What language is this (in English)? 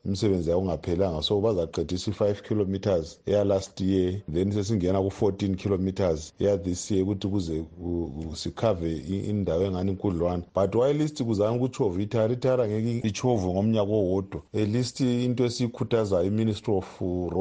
North Ndebele